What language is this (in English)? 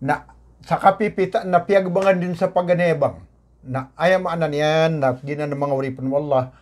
Maranao